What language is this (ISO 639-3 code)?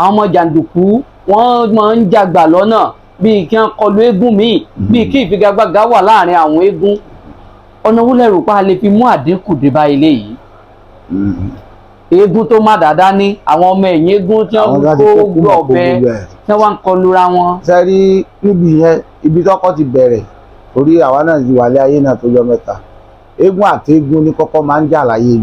yor